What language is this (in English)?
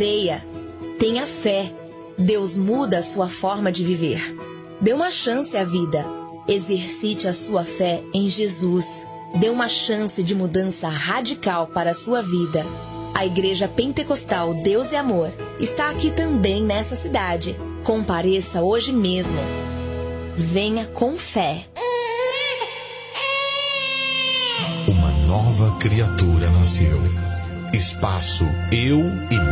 Portuguese